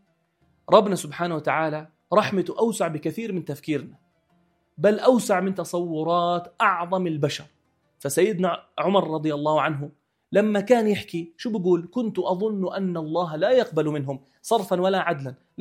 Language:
North Levantine Arabic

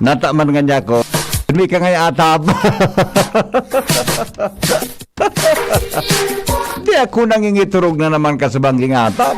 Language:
Bikol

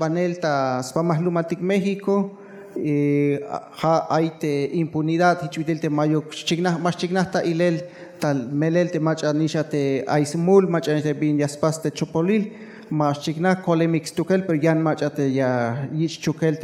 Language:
Tzeltal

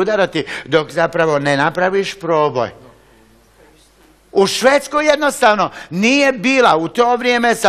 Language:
Croatian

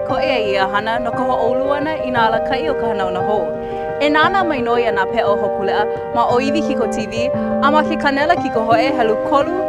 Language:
Hawaiian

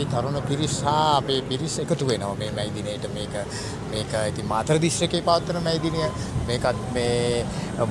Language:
Sinhala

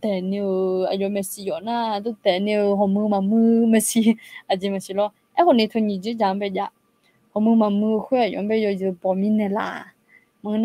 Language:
Akha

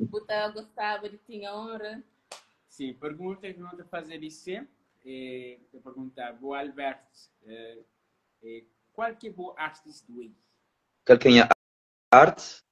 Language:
Kabuverdianu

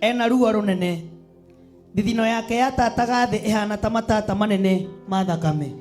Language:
Kikuyu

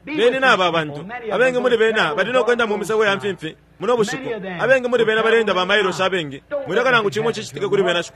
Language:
Bemba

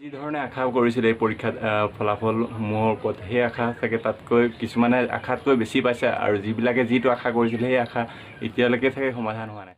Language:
Assamese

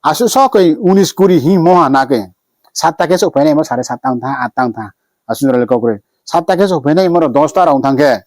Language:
Riang (India)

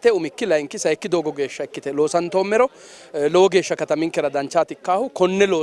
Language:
Sidamo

